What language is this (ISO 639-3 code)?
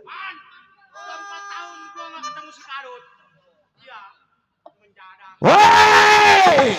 bew